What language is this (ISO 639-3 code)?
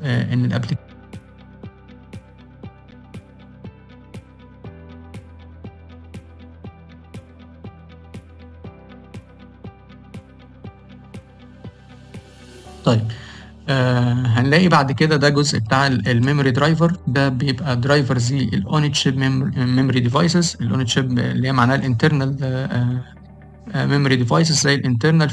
arz